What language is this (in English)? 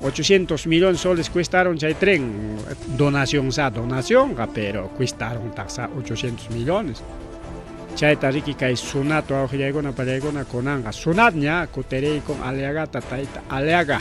Ayacucho Quechua